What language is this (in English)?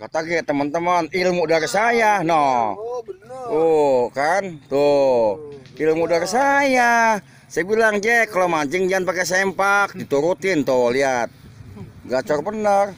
Betawi